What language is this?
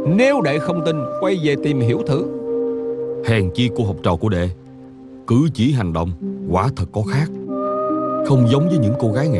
Vietnamese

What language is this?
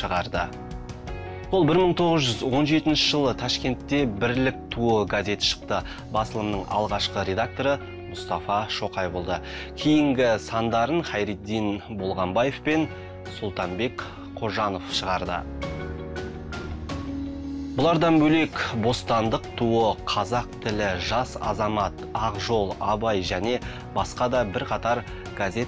Kazakh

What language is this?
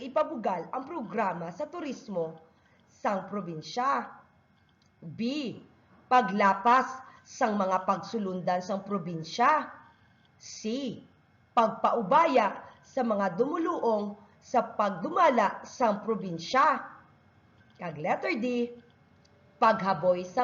Hiligaynon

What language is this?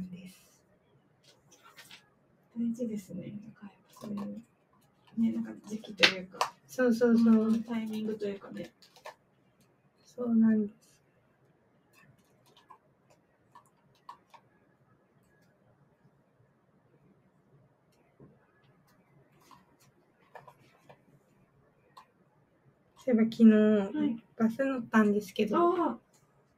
Japanese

